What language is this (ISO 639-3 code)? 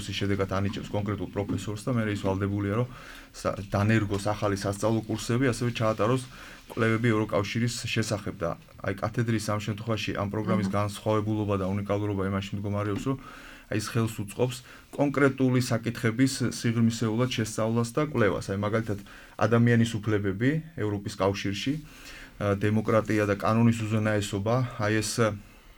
kat